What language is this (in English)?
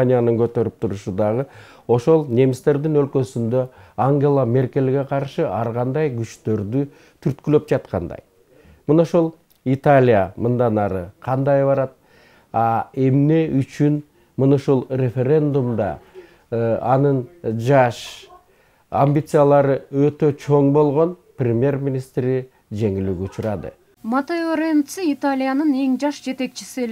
Kyrgyz